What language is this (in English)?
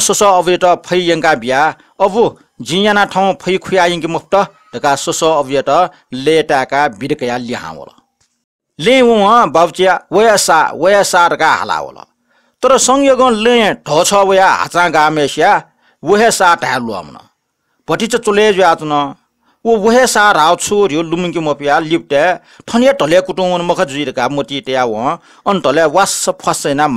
Newari